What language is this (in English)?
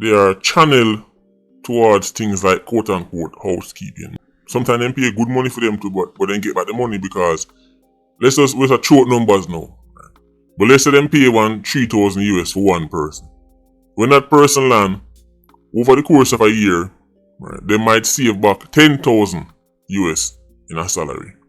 Jamaican Creole English